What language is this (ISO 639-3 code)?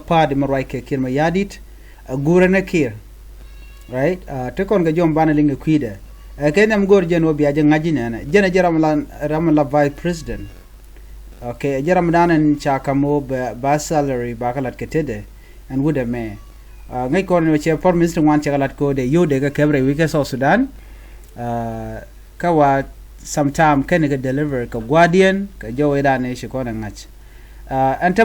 nus